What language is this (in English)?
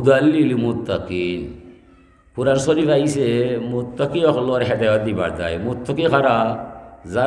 Sylheti